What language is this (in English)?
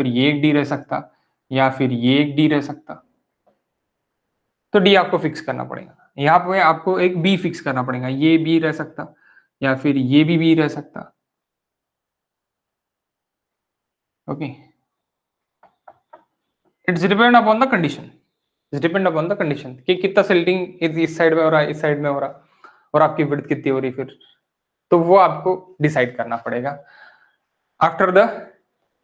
Hindi